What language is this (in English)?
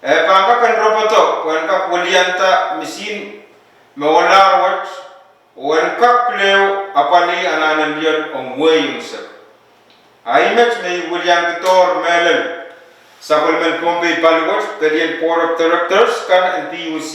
Pohnpeian